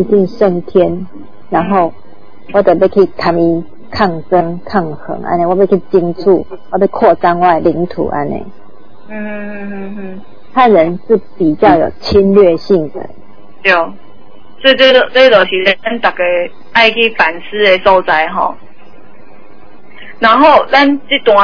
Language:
Min Nan Chinese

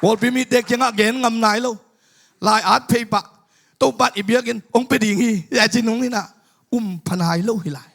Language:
Tedim Chin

